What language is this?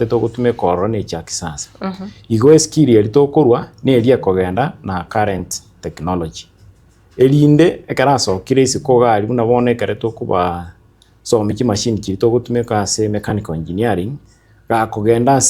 Gusii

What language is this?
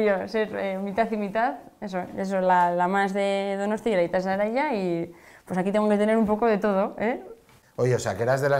Spanish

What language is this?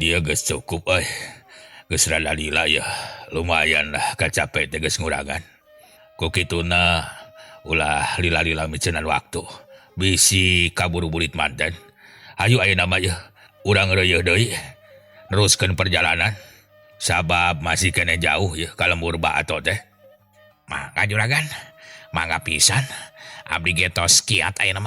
Sundanese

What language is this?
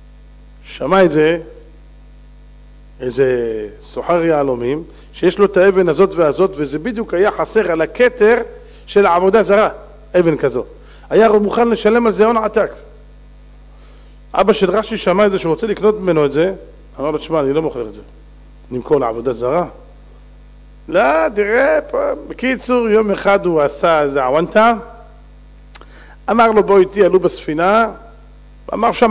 Hebrew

